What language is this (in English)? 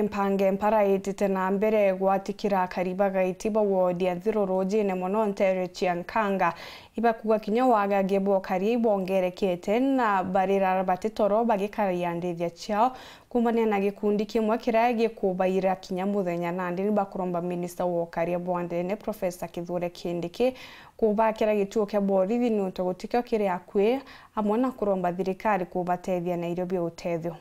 Meru